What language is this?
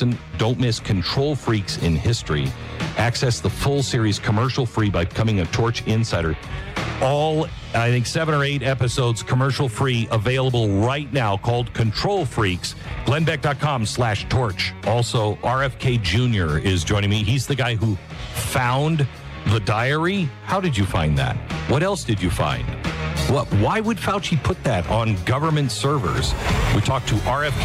English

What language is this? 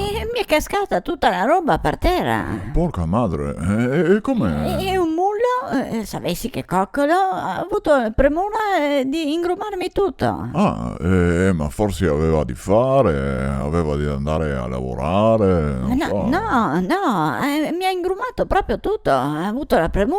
Venetian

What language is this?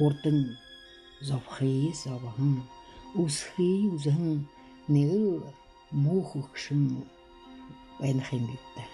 Buriat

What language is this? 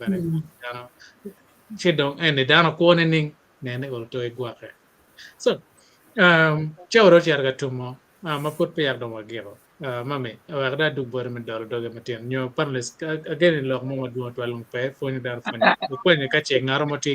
Acoli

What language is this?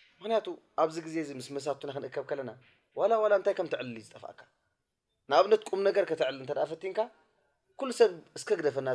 Tigrinya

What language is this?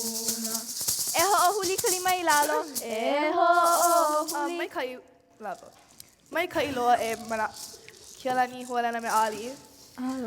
Hawaiian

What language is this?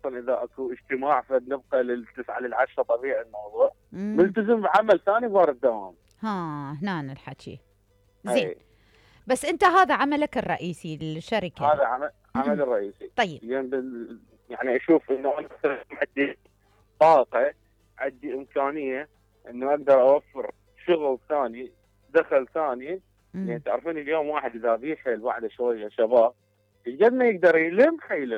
Mesopotamian Arabic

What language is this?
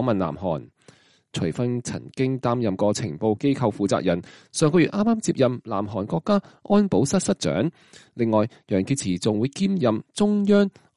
Cantonese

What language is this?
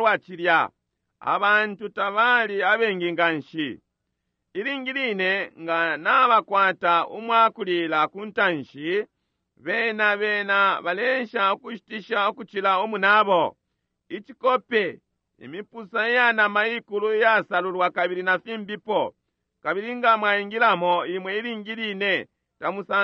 Bemba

